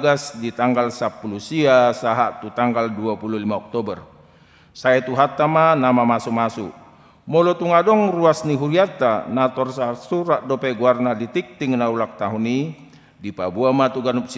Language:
Batak Toba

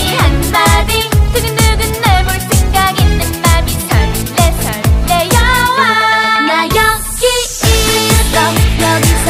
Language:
Korean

